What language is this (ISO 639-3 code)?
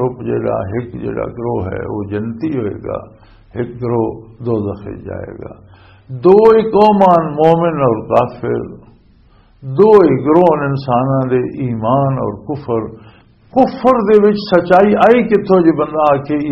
lah